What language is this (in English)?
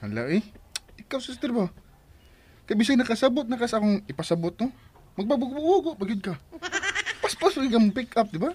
Cebuano